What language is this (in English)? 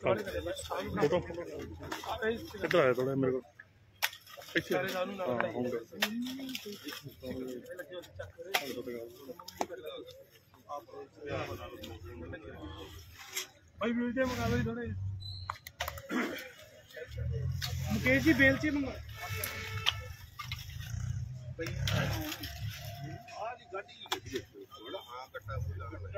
Punjabi